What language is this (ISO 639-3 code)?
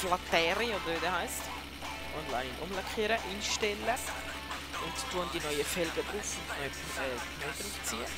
gsw